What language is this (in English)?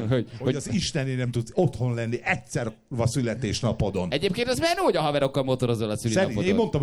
Hungarian